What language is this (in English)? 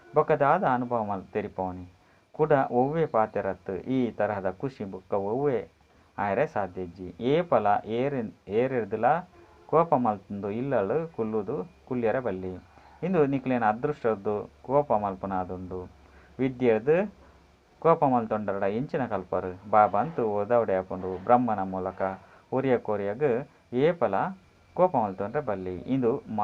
Tulu